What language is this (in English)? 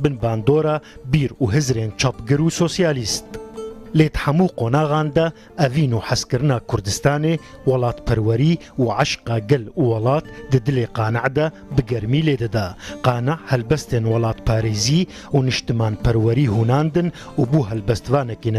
Kurdish